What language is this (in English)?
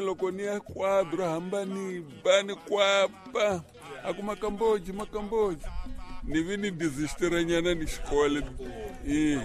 Tsonga